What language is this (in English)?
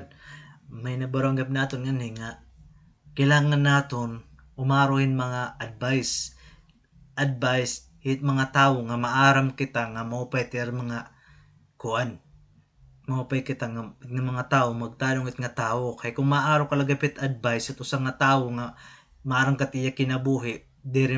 Waray